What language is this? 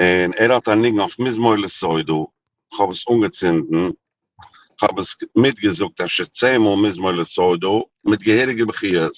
Yiddish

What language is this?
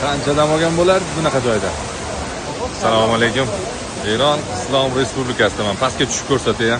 Uzbek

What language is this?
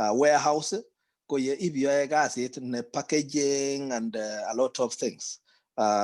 Kalenjin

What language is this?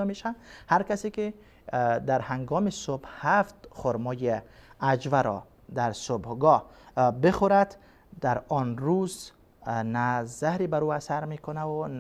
Persian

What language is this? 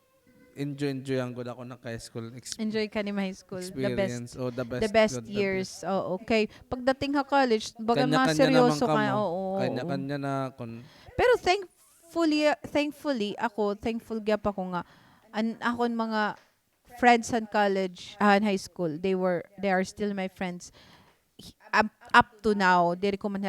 Waray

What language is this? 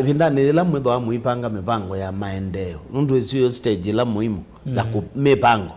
Kamba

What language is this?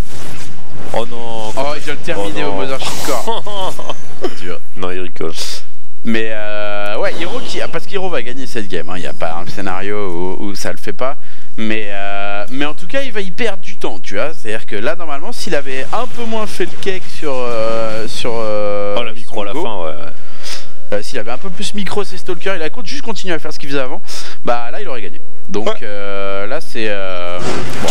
French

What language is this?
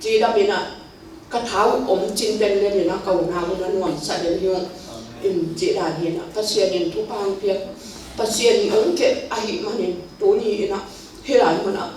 Tedim Chin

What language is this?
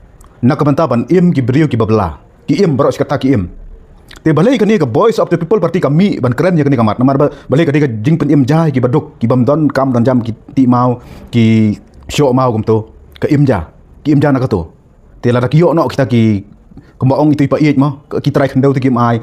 Khasi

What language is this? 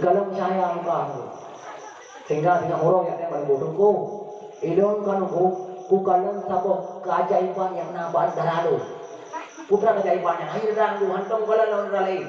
Achinese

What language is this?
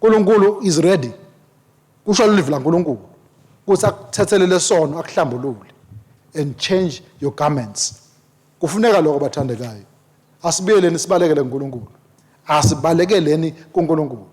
Swati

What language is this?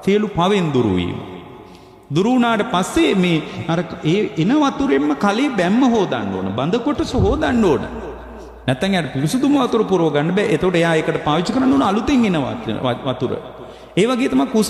Sinhala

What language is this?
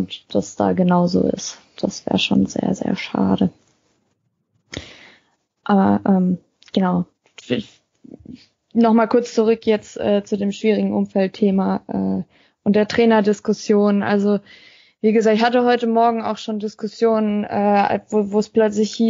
German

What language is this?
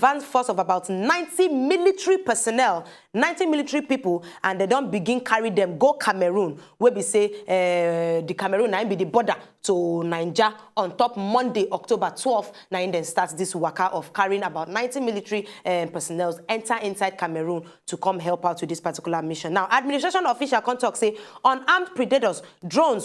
Nigerian Pidgin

